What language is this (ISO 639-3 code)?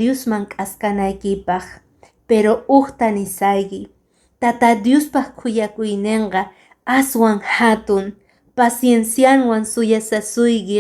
que